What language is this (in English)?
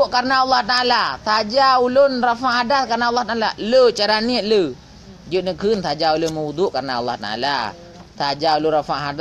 Achinese